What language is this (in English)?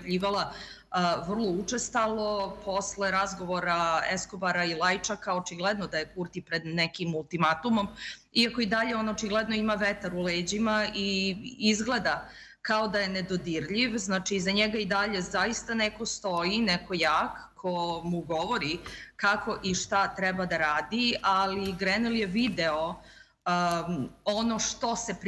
Serbian